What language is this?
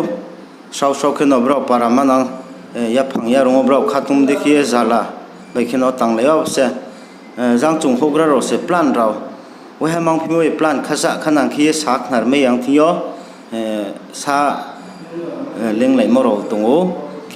Riang (India)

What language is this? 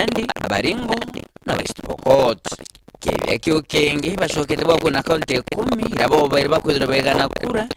Meru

